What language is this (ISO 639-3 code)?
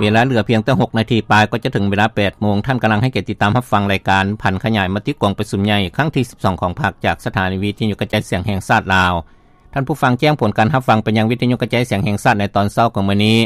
lao